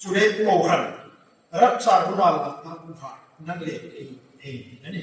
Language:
Hmar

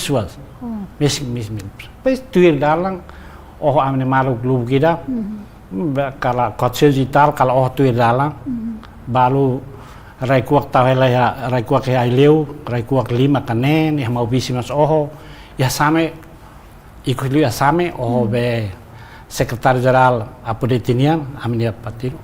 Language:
Tetum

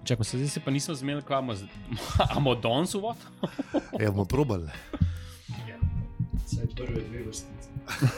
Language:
Slovenian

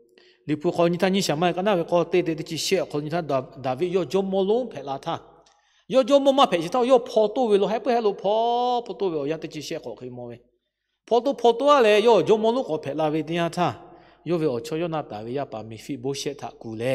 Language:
Lahu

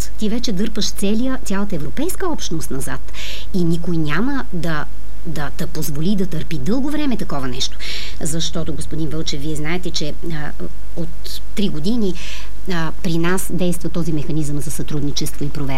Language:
Bulgarian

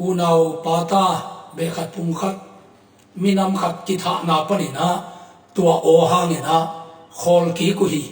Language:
Tedim Chin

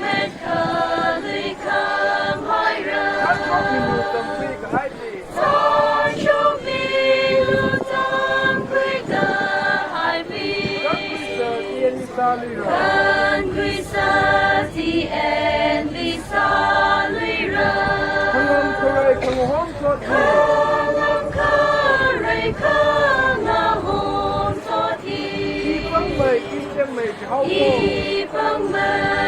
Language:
Tangkhul Naga (India)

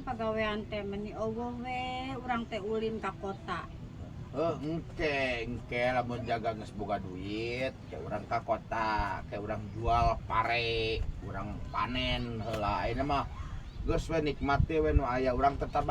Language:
Sundanese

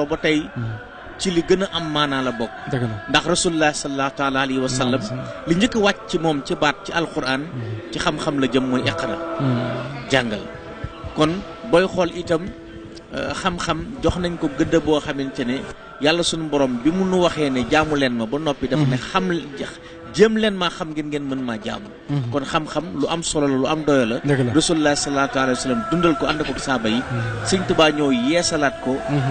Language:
Wolof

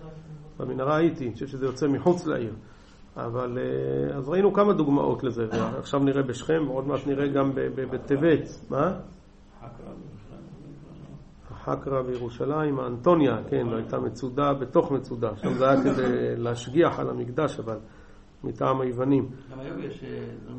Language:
Hebrew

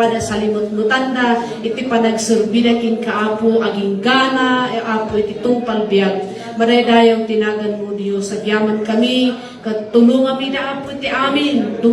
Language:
Iloko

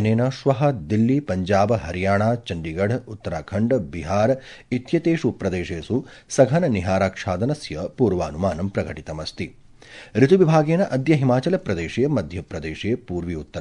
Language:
Sanskrit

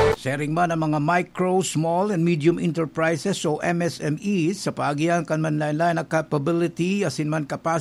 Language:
Bikol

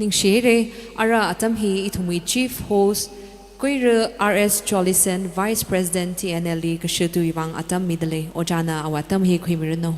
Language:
Tangkhul Naga (India)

